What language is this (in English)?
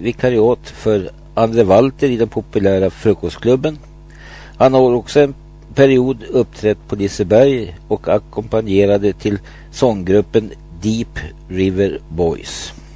Swedish